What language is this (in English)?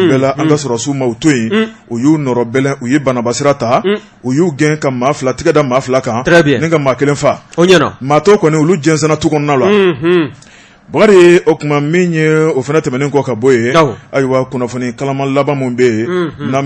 Bambara